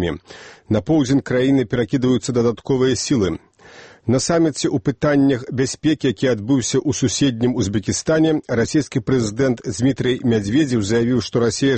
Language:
Belarusian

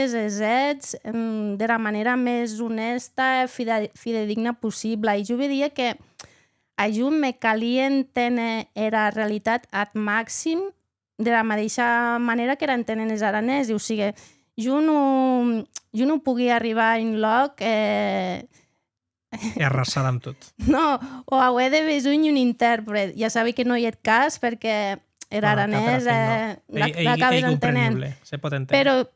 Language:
Occitan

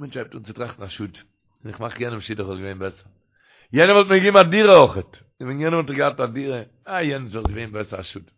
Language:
Yiddish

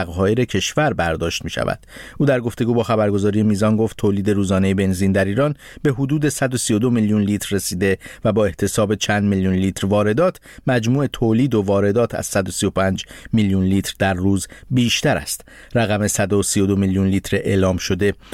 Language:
Persian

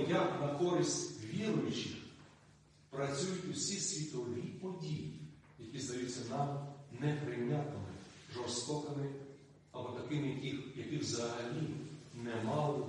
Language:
Ukrainian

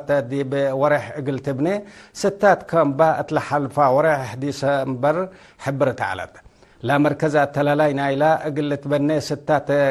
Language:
Tigre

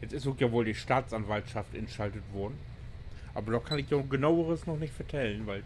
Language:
Low German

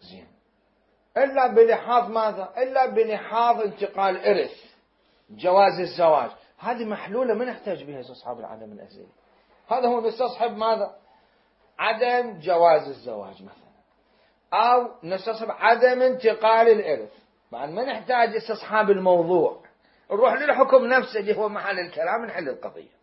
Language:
Mesopotamian Arabic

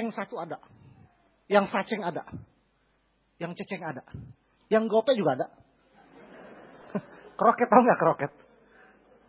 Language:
Indonesian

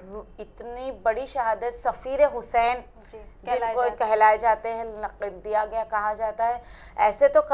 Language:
Urdu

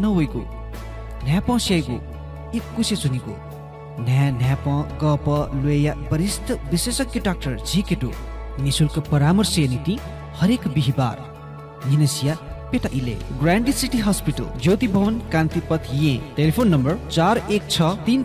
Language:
Newari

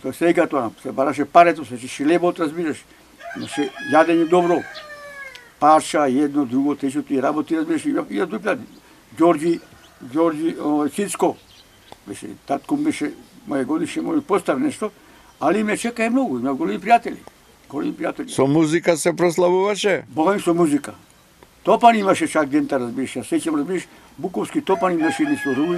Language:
Macedonian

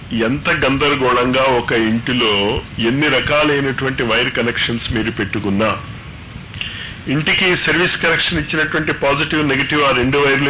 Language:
Telugu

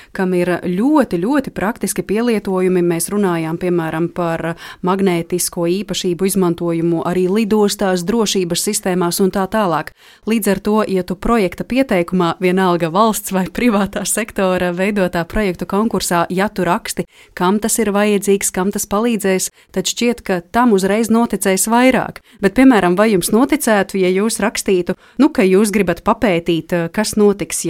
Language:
Latvian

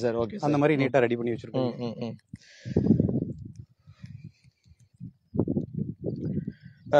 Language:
Tamil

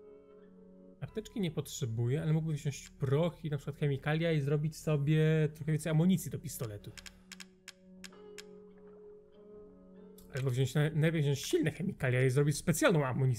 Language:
Polish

